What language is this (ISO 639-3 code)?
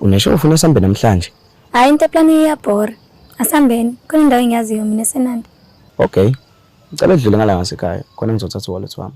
zul